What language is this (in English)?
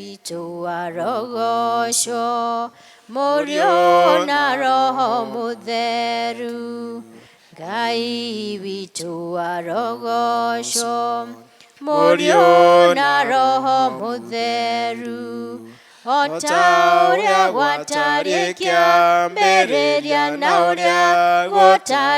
Kikuyu